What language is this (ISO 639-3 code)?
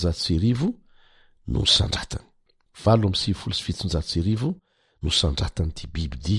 mlg